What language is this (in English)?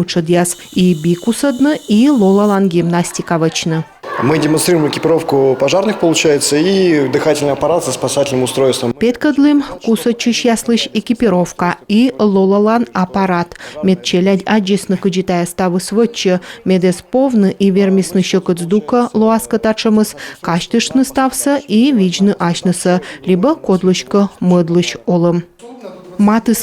Komi